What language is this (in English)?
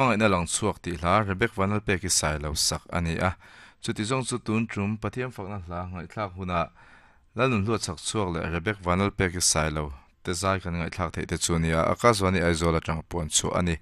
Mizo